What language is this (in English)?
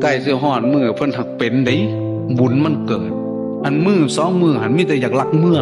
Northeastern Thai